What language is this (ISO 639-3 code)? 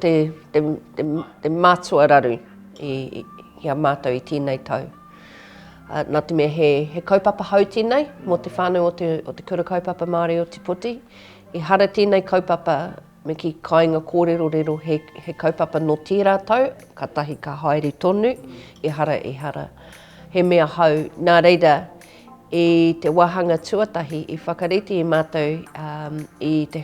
mri